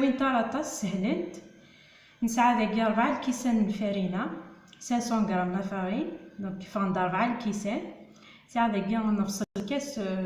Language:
Kabyle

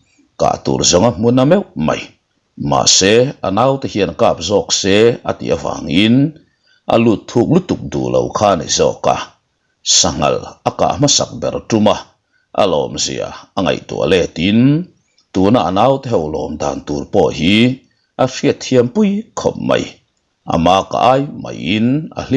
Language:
Mizo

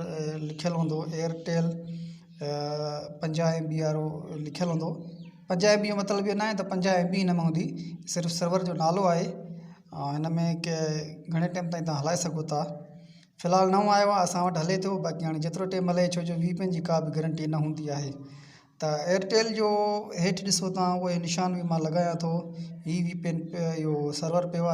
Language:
Sindhi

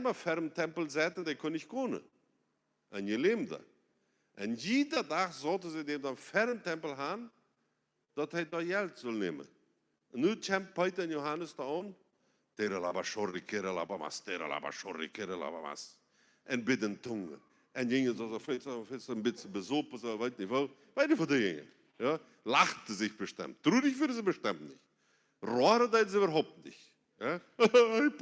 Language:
Plautdietsch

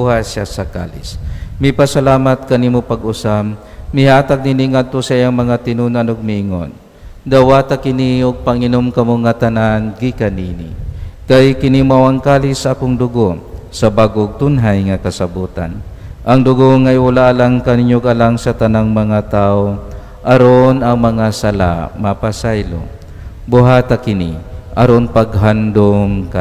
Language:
Cebuano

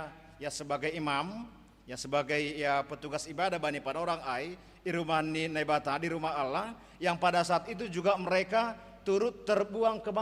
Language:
Batak Simalungun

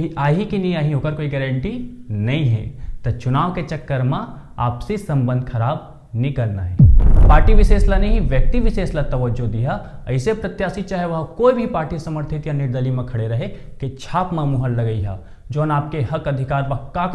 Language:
Chhattisgarhi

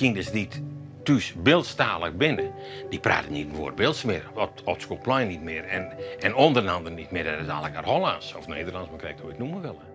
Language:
Western Frisian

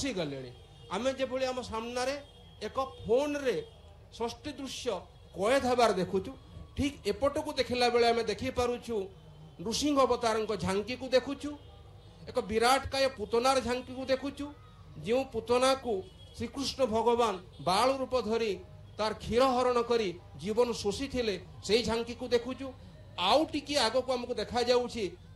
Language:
Odia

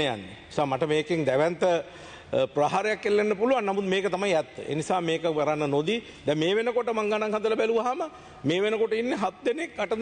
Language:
Sinhala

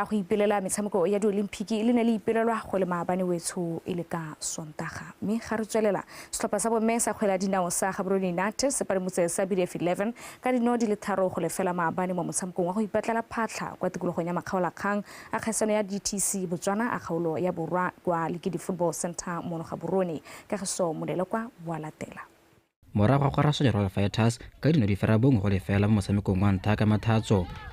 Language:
Tswana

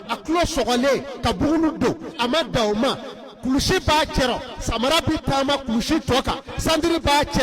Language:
Bambara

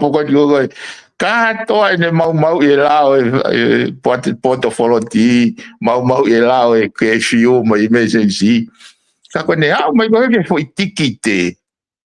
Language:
Tongan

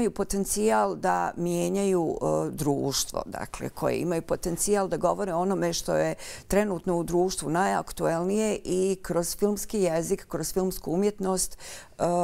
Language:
Bosnian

